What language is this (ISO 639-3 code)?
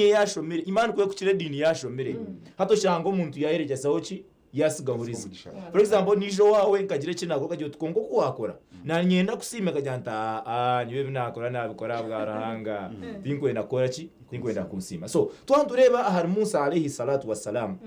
nyn